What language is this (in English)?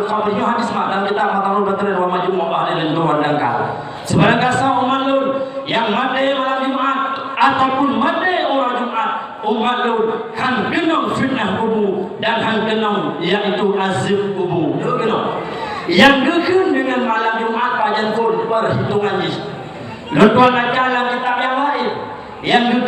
Achinese